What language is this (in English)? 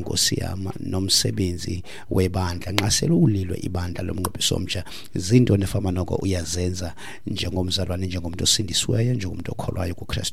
Xhosa